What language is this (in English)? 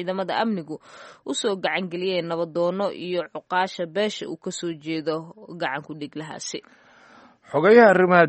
Somali